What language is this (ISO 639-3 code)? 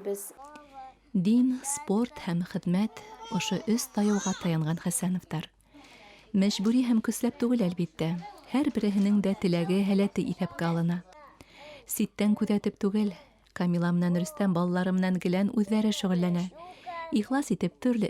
bak